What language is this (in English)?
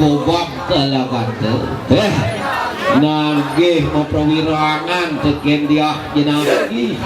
Balinese